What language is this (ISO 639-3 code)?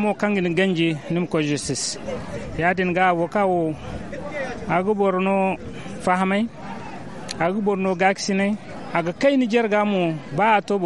dje